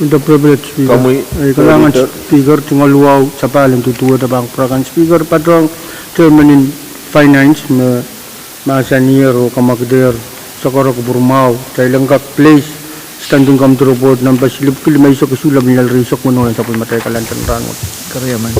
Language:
Pohnpeian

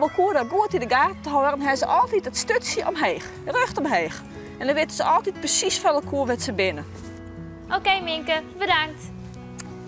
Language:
Western Frisian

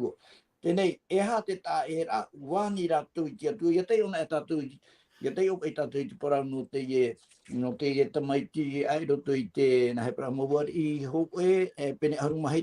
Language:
Tahitian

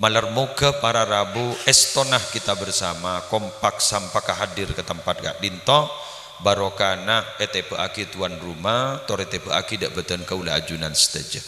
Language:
Madurese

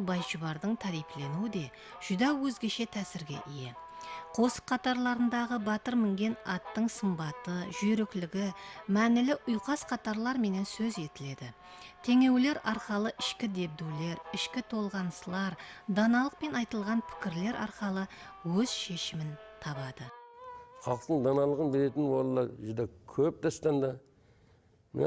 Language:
Kara-Kalpak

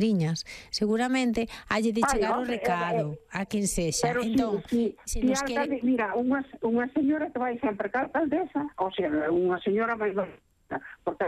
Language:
Galician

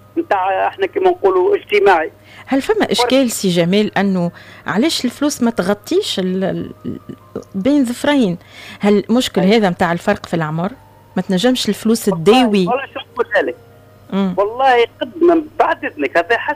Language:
Tunisian Arabic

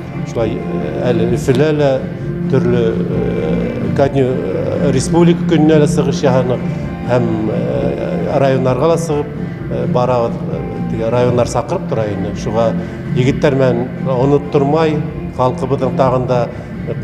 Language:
Bashkir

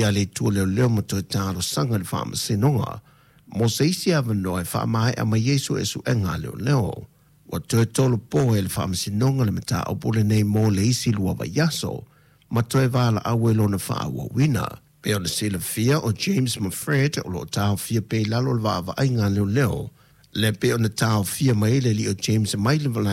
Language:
Samoan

